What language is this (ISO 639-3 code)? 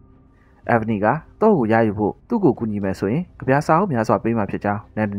mya